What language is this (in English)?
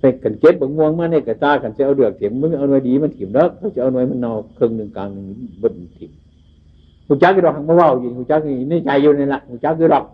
Northeastern Thai